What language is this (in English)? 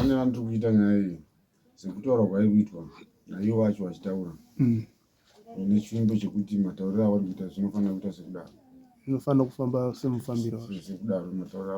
Shona